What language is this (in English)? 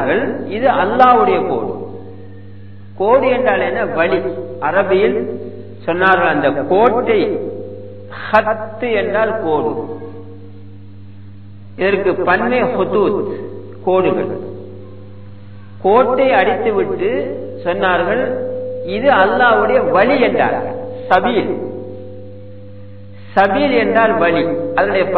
Tamil